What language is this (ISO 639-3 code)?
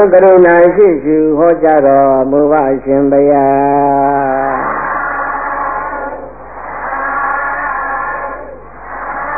mya